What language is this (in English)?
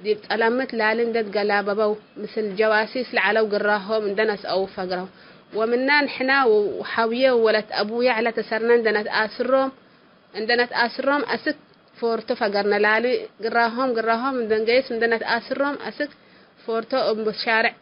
Tigre